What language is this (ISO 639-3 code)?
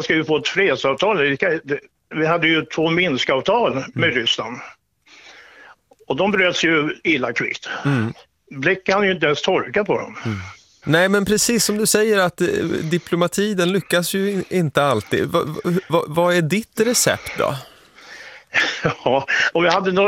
swe